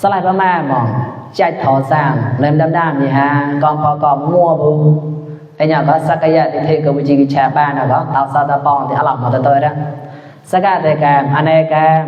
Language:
Mon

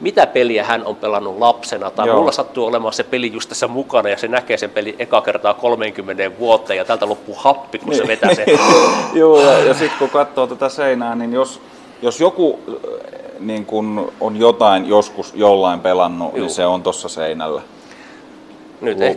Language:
Finnish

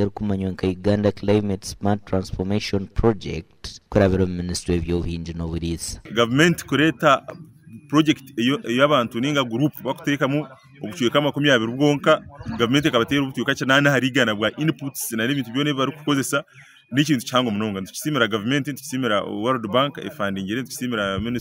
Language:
Nyankole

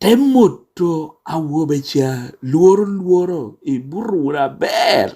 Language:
Lango (Uganda)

